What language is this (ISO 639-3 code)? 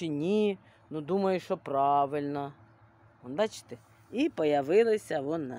ukr